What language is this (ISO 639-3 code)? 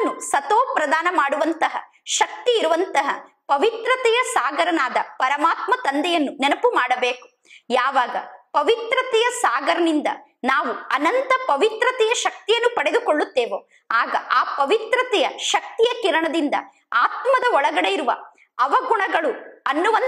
kan